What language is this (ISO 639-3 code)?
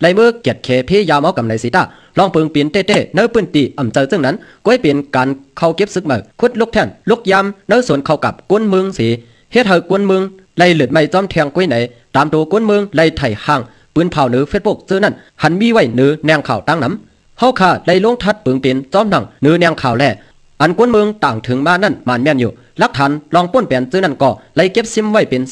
shn